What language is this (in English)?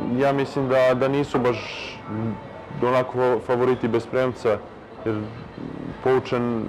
Serbian